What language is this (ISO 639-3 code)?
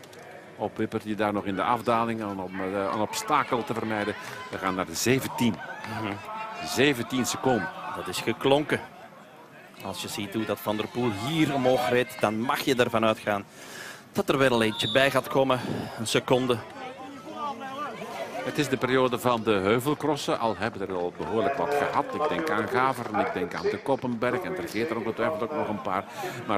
nld